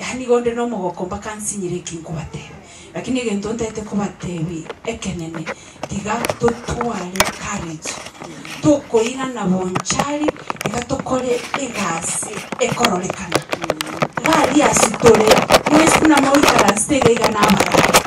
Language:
Gusii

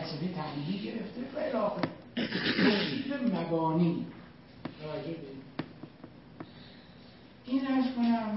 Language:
Persian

